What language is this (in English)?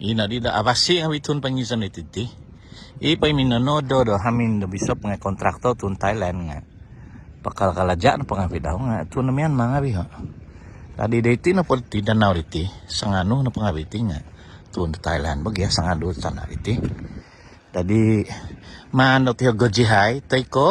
Central Dusun